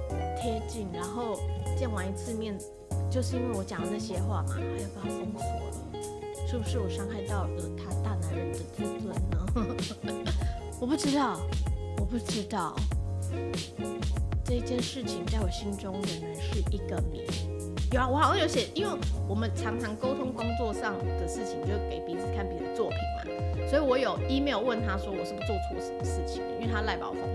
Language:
Chinese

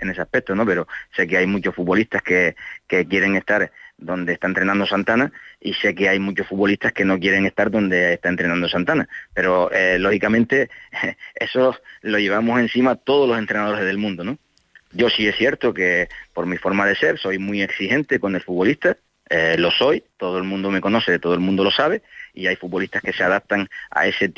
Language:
Spanish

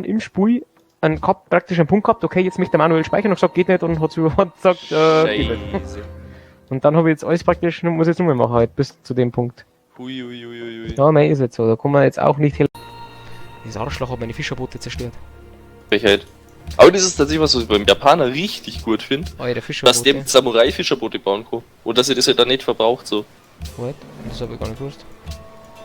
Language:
Bavarian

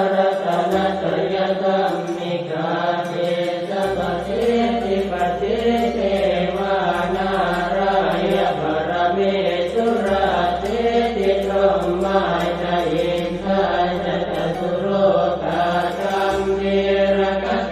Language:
Pali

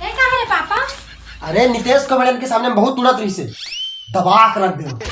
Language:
Chhattisgarhi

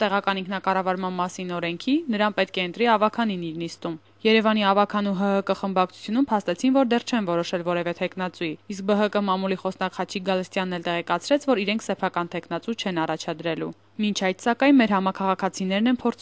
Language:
Armenian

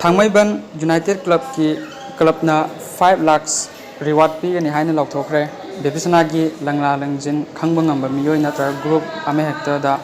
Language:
Manipuri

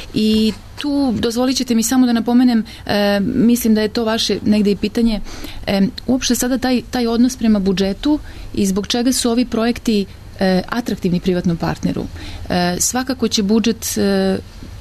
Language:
Serbian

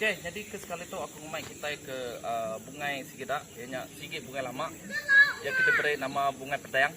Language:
Iban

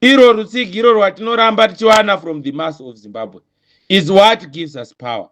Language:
Shona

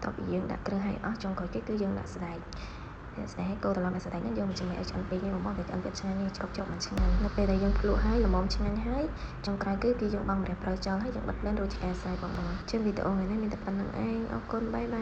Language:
Khmer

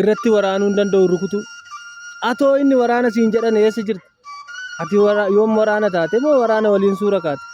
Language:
Oromo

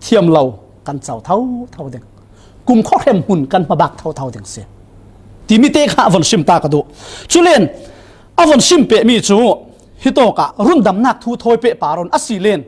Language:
Falam Chin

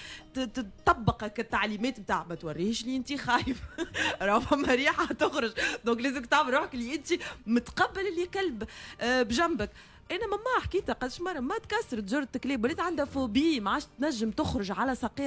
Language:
Tunisian Arabic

